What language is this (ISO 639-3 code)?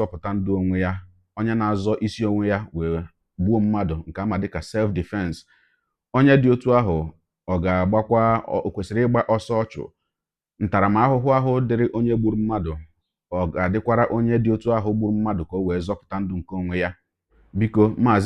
ibo